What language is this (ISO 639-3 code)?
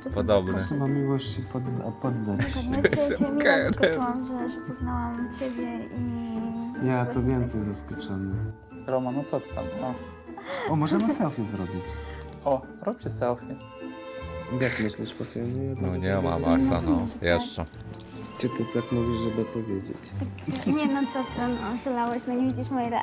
pol